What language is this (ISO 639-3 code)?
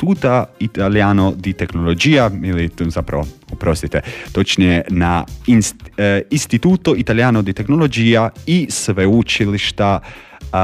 hrv